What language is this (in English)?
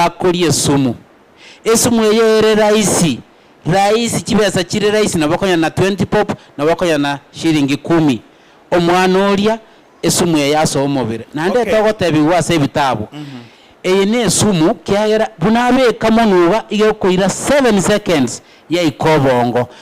Gusii